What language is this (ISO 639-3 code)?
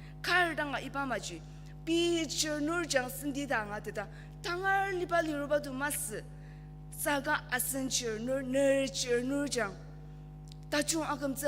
njo